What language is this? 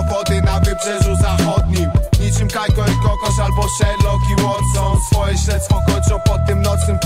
Polish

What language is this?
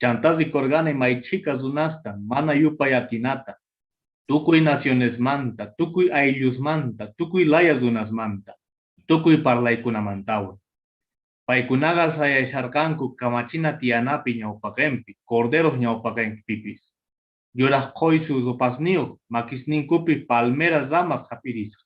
Quechua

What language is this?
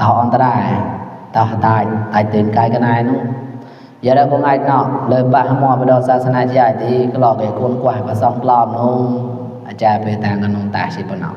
Mon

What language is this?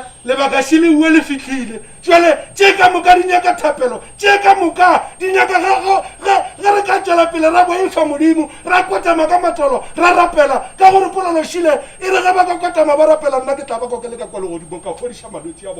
Northern Sotho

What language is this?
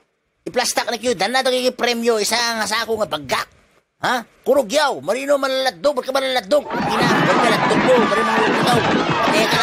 Itawit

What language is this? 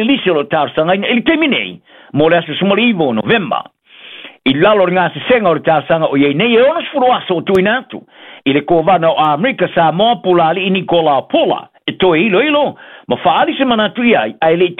Samoan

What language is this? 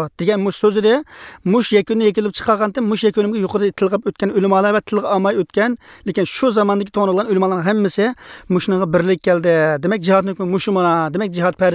Uyghur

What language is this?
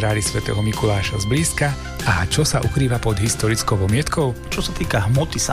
Slovak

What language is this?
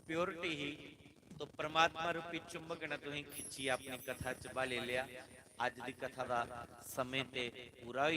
Dogri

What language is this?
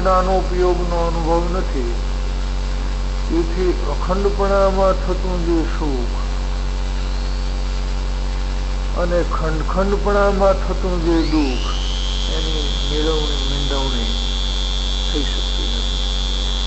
Gujarati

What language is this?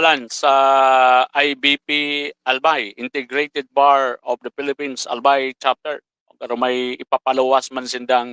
Bikol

